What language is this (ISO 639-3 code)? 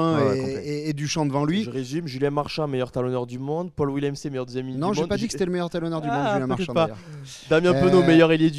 fra